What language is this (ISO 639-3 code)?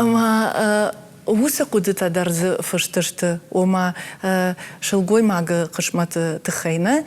oss